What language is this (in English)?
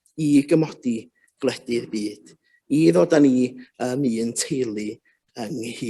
Welsh